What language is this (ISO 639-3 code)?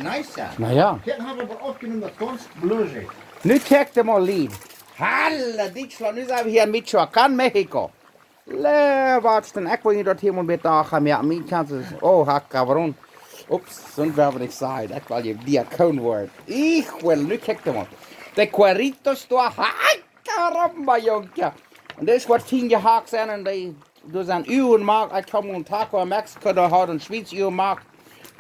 pdt